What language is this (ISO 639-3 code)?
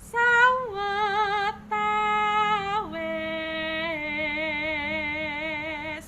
jav